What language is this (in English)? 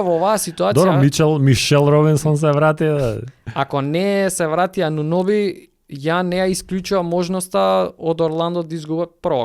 Macedonian